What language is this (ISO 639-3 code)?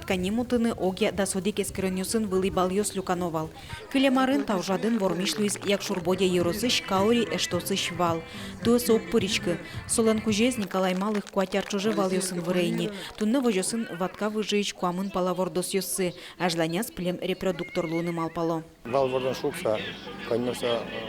udm